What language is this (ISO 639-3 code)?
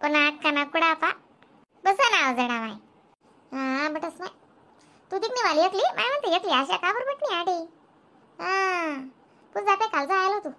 khn